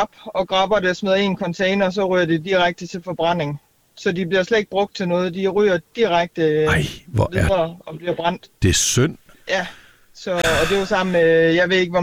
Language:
Danish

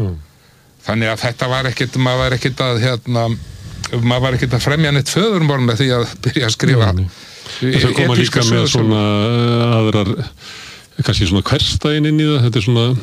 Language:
Icelandic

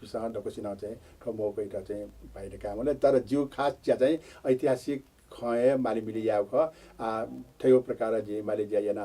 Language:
Newari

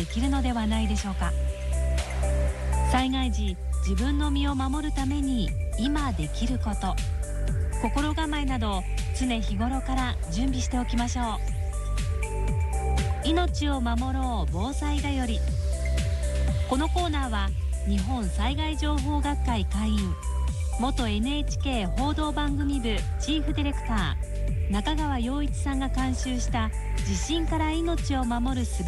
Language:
Japanese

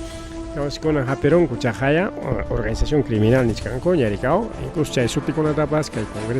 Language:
Ayacucho Quechua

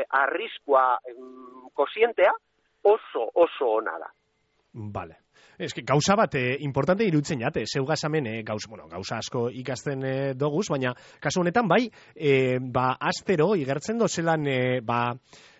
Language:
Basque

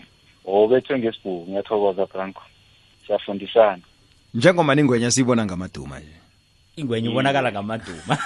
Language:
South Ndebele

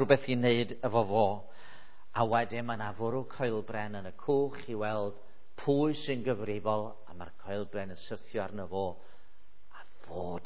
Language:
Welsh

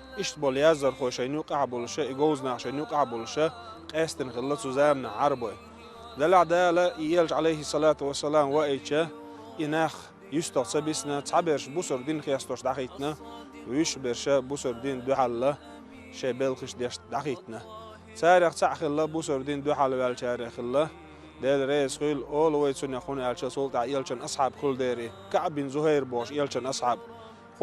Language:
Chechen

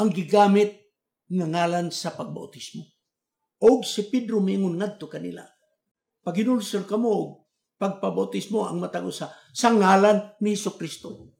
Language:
Cebuano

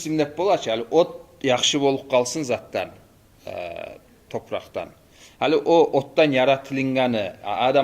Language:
Kumyk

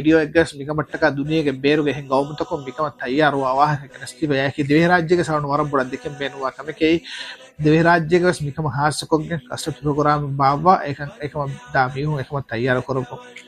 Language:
Divehi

